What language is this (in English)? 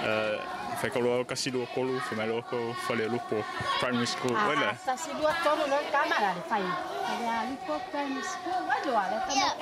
Samoan